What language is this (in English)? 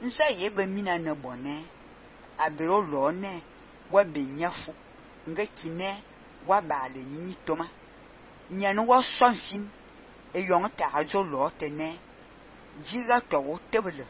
Fang